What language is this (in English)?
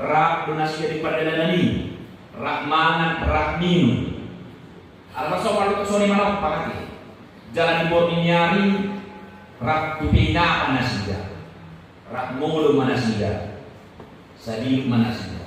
Batak Toba